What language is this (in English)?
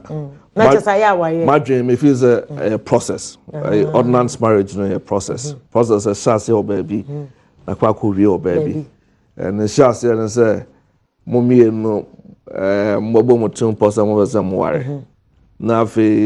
Akan